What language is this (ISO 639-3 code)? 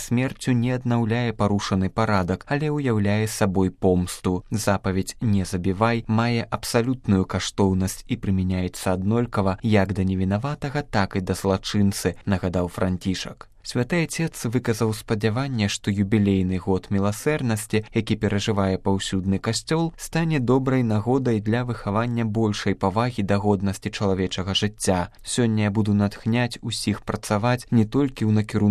bel